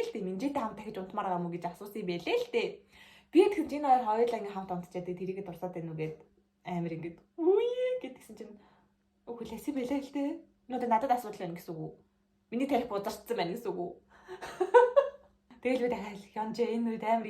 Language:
Mongolian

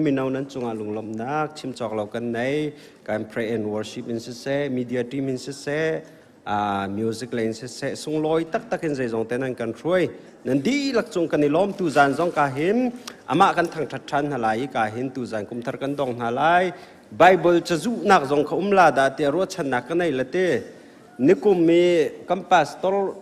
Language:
Hakha Chin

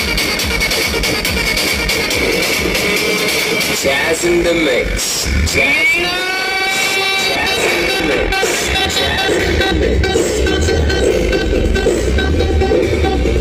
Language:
Gujarati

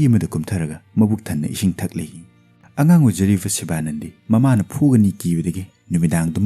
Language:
Manipuri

